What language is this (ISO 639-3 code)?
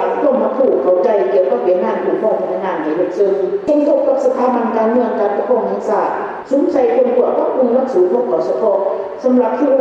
lao